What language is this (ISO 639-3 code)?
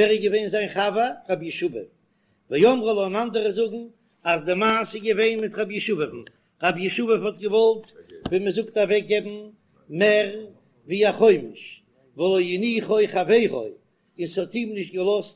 yid